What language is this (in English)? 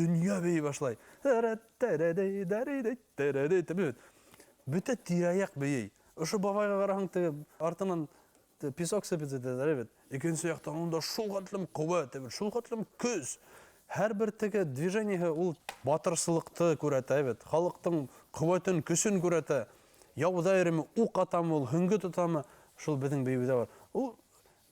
Bashkir